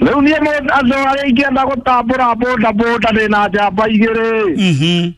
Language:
Kikuyu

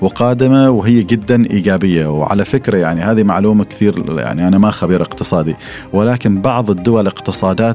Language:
Gulf Arabic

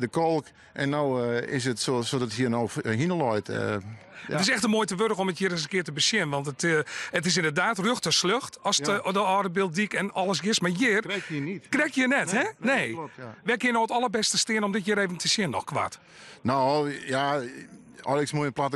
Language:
Western Frisian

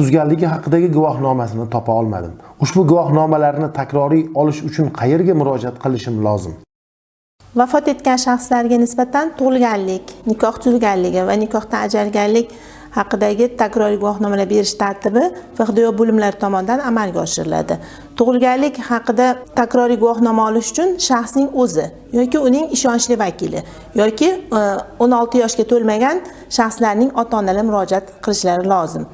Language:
Uzbek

